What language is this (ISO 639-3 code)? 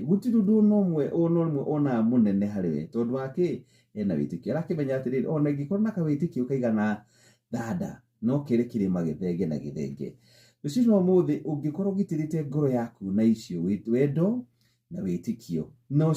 kik